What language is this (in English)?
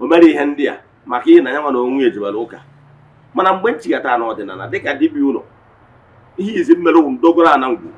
Igbo